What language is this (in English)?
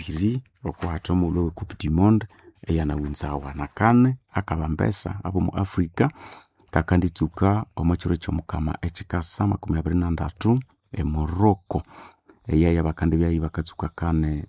Nande